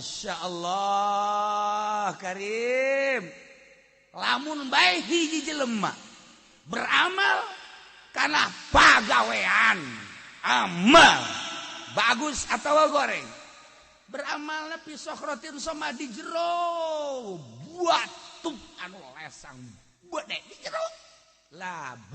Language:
Sundanese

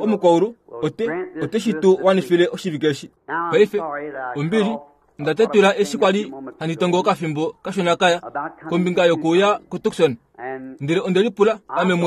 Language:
Kuanyama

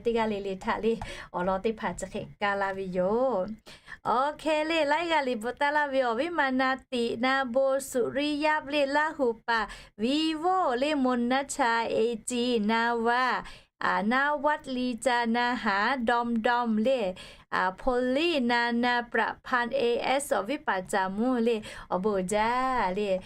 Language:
Lahu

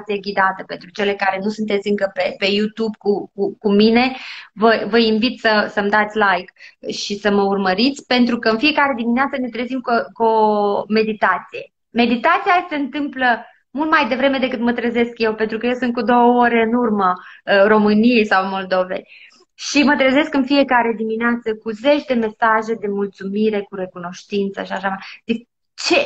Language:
Romanian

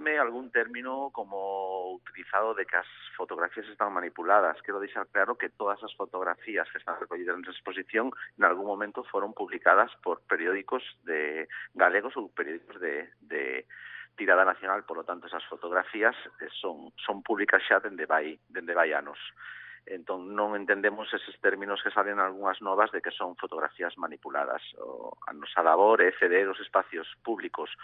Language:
Galician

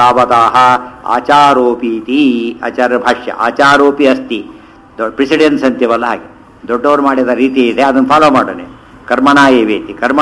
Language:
Kannada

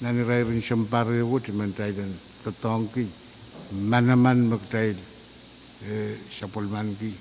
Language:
Pohnpeian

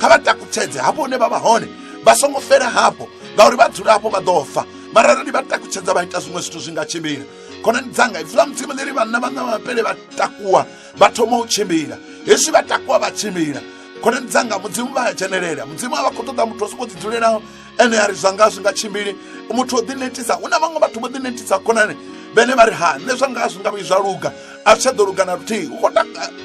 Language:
Venda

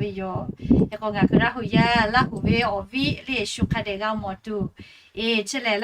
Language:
Lahu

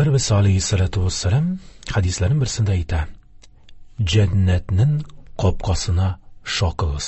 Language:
Tatar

